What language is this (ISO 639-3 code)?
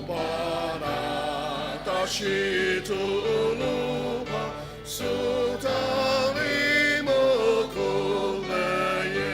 njo